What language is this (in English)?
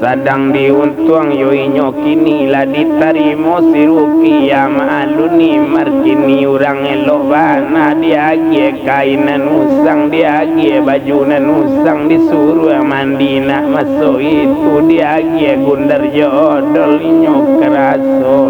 Minangkabau